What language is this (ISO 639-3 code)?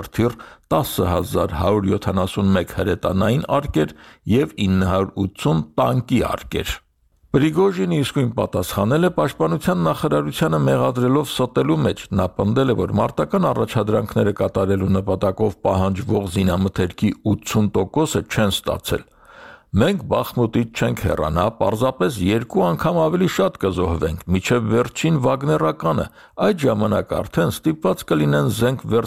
hye